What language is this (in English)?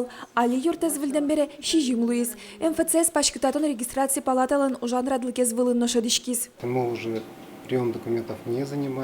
Udmurt